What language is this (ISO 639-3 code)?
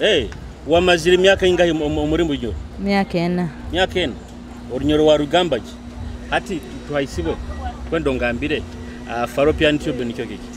nyo